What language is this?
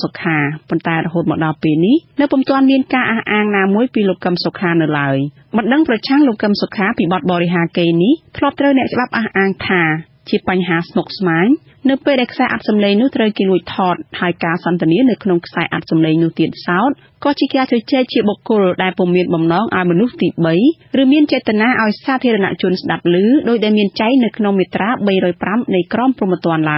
Khmer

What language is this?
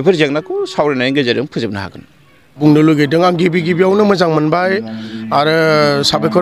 Bodo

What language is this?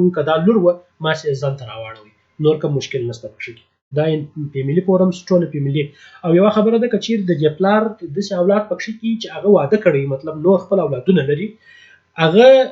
Pashto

